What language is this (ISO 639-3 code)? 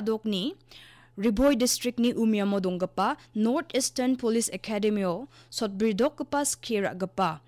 grt